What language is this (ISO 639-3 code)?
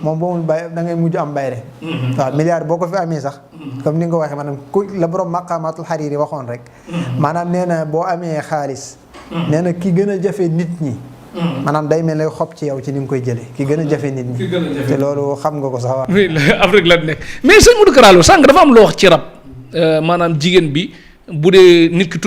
wol